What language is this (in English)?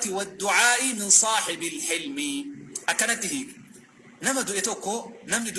Oromo